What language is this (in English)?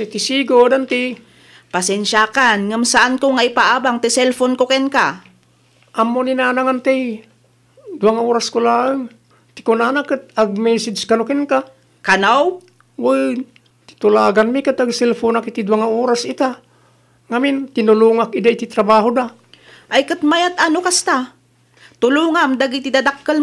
Iloko